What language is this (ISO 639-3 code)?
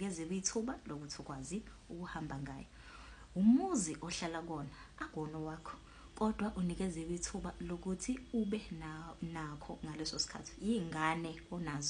zul